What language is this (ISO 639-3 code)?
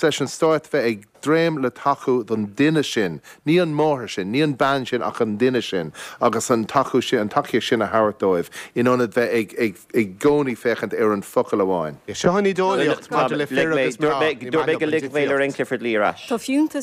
gle